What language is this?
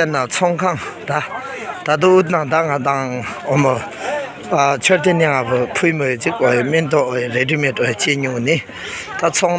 Tibetan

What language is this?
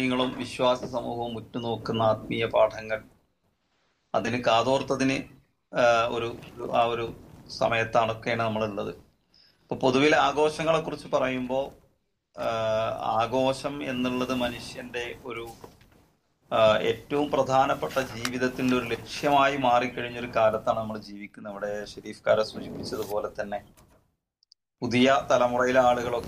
Malayalam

